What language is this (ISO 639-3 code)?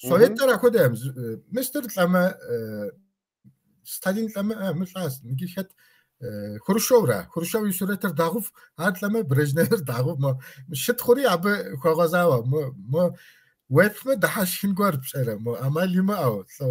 kbd